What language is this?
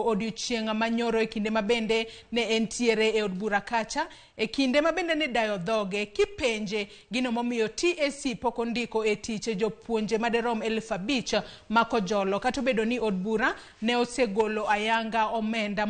Luo (Kenya and Tanzania)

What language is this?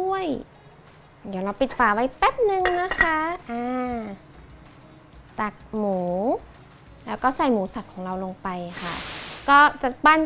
Thai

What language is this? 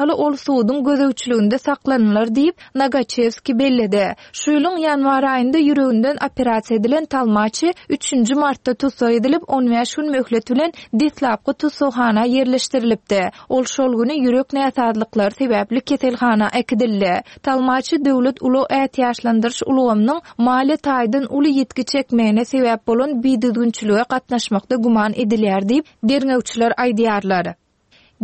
Turkmen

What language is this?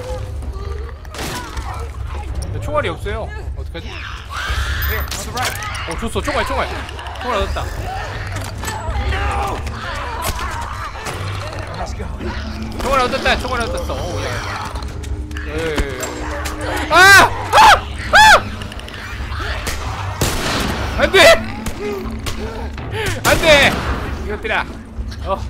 Korean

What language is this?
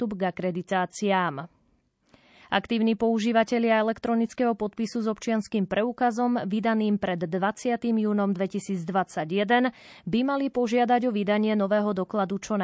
Slovak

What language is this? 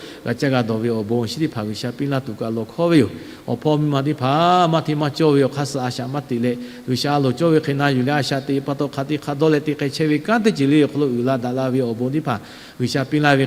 Lahu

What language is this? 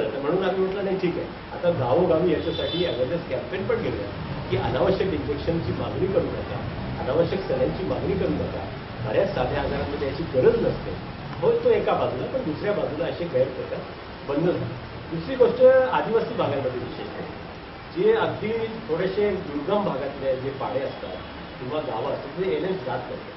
Marathi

